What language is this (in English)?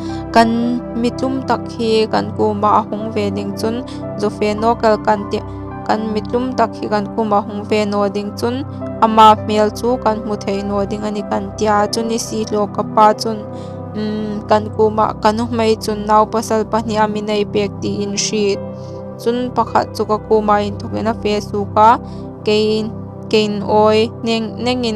Hmar